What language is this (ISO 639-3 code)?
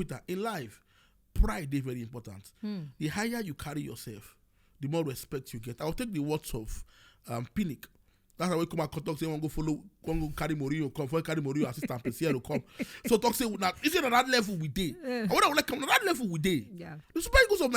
pcm